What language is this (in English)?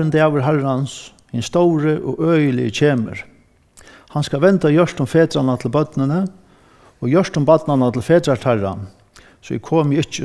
Faroese